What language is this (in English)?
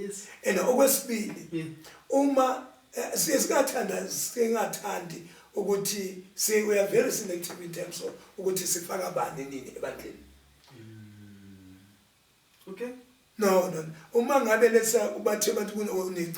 Zulu